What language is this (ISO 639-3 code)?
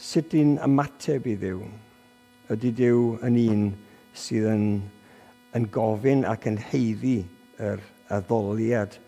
cym